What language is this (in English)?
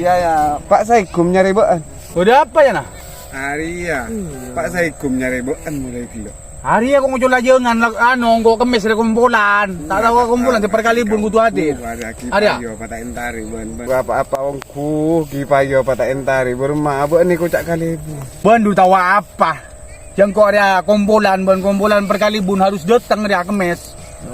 Madurese